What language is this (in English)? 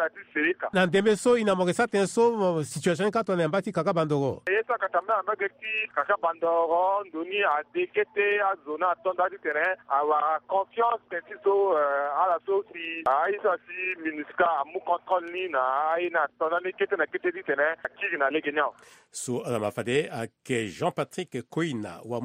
Sango